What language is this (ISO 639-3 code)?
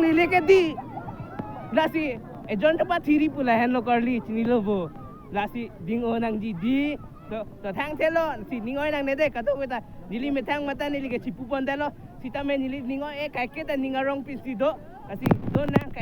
mjw